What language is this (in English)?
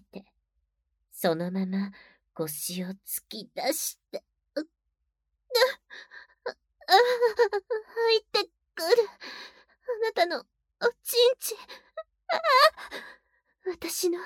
Japanese